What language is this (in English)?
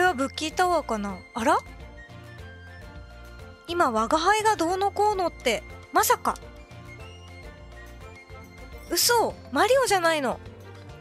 Japanese